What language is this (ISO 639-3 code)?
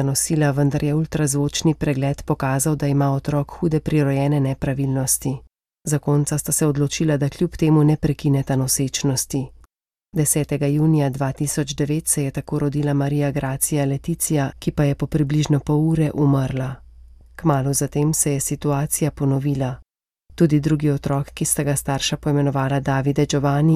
slv